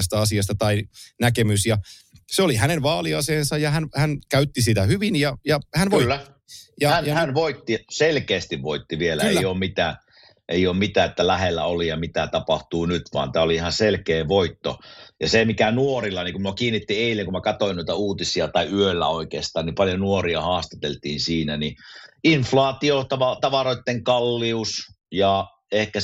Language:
Finnish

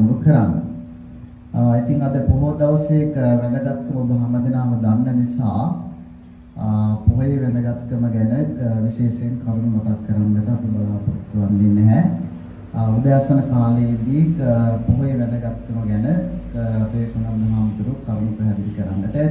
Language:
Sinhala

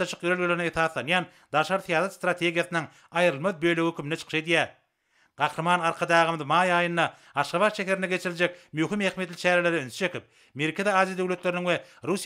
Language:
Turkmen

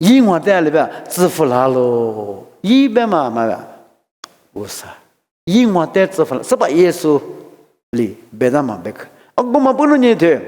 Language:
Lisu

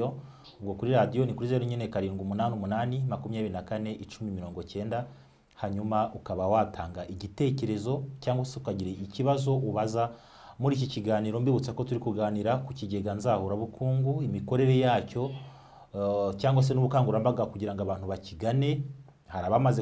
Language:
Kinyarwanda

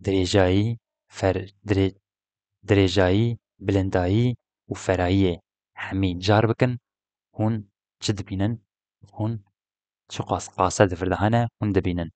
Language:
Kurdish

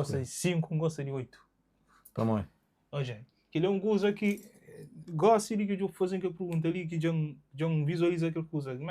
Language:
Kabuverdianu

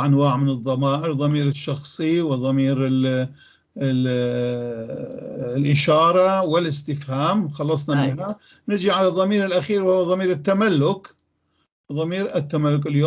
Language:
North Levantine Arabic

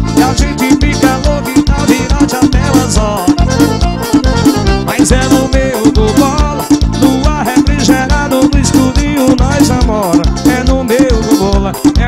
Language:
Portuguese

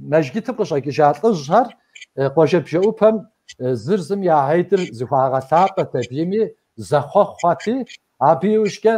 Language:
Kabardian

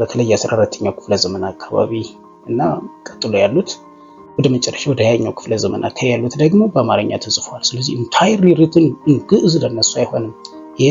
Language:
Amharic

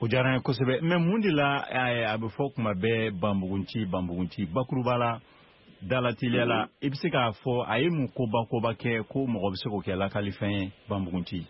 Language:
Bambara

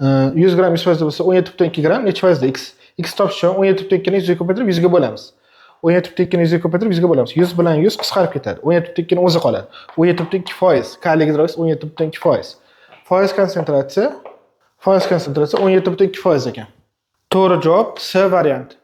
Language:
Uzbek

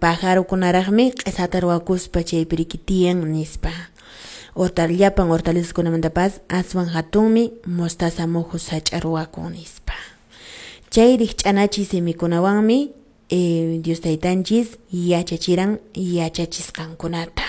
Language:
Quechua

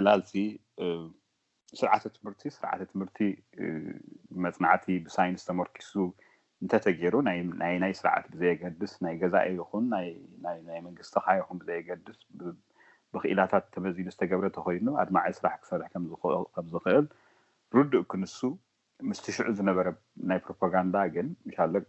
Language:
Tigrinya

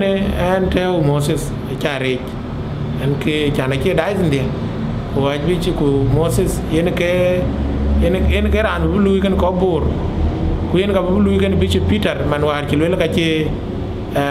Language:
Dinka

